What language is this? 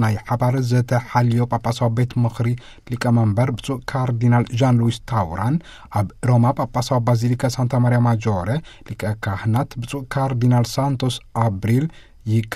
Tigrinya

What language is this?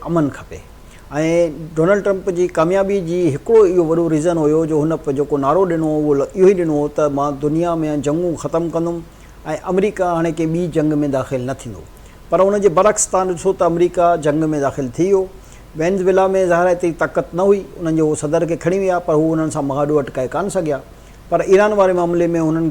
Sindhi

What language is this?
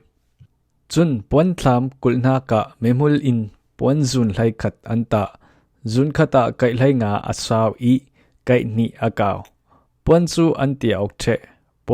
Falam Chin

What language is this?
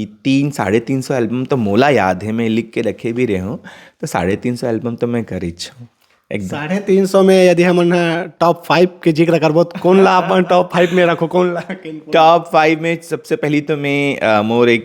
Chhattisgarhi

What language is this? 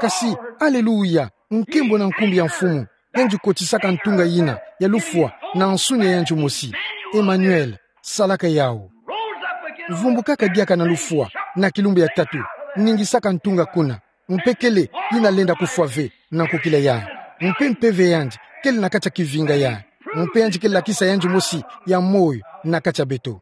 Kituba (Democratic Republic of Congo)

